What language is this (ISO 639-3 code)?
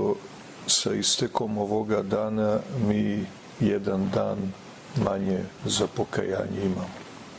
srp